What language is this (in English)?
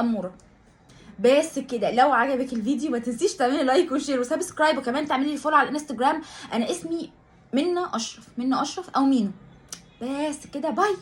Egyptian Arabic